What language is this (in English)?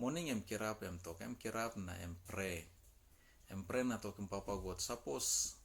Tok Pisin